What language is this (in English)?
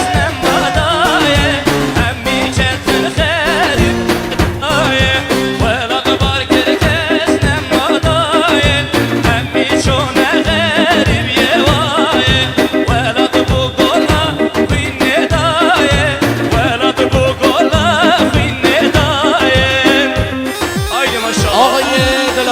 Kurdish